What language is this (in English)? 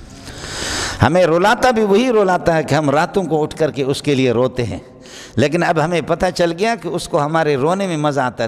Urdu